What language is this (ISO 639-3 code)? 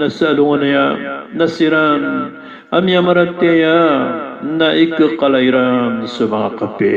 mrw